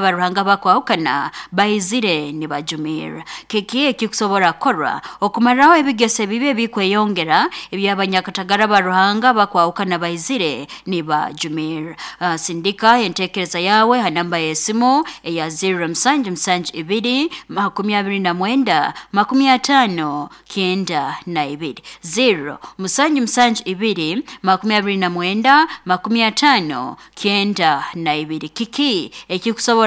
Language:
Nyoro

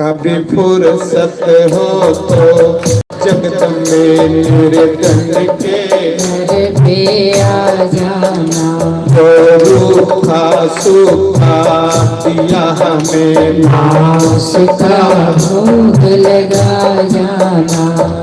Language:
Dogri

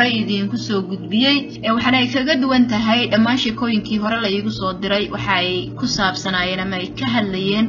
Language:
Somali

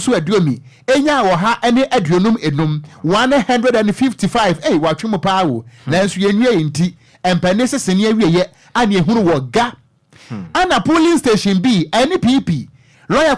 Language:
Akan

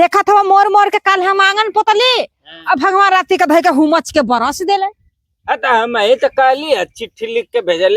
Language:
Bhojpuri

